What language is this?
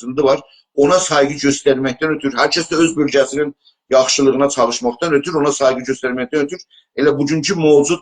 South Azerbaijani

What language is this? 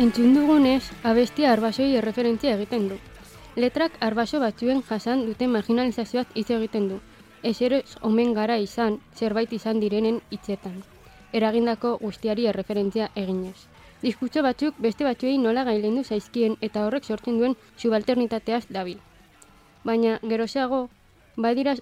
Basque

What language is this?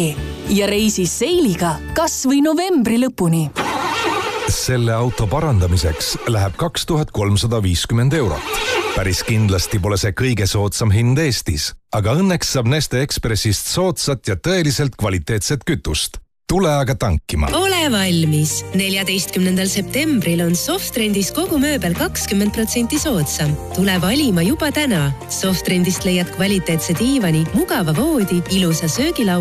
Estonian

